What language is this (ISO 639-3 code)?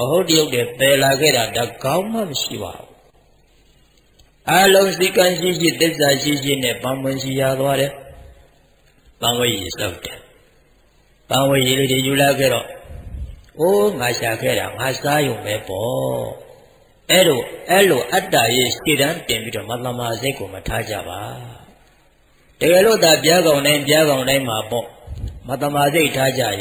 mya